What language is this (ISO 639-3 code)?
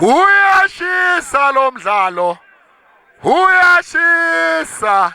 zul